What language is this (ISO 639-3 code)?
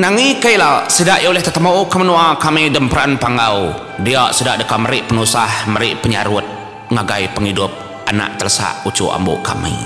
iba